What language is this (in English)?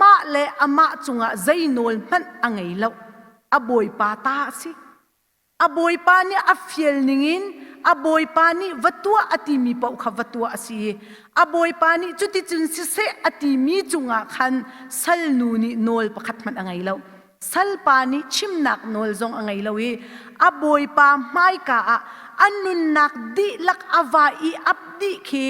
Hakha Chin